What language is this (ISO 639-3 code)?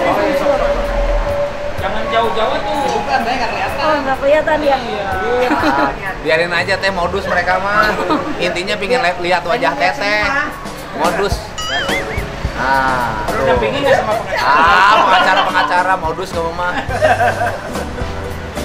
ind